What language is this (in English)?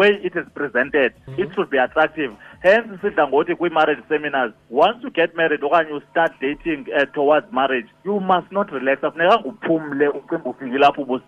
Xhosa